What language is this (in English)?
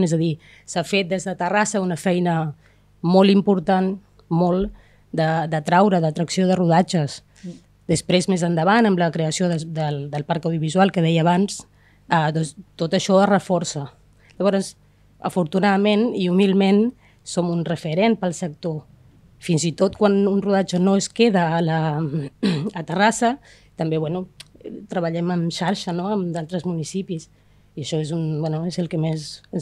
Catalan